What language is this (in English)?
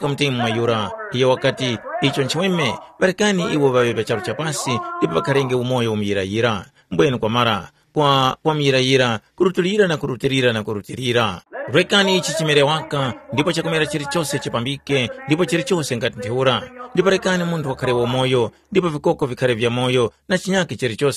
Tumbuka